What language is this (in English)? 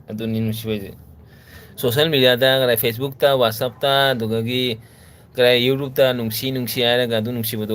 Manipuri